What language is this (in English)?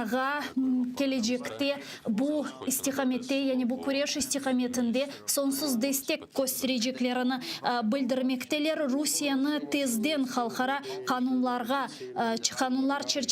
Crimean Tatar